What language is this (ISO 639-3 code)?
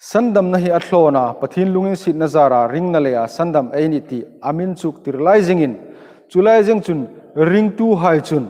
hmr